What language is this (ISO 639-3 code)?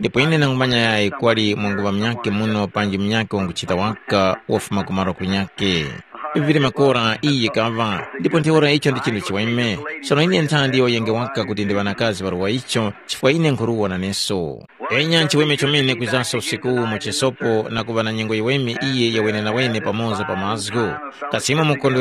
tum